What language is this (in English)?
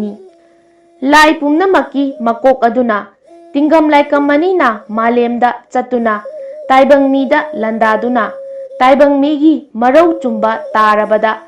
Manipuri